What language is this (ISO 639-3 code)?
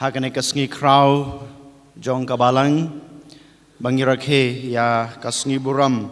kha